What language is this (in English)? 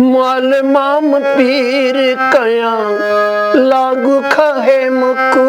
Newari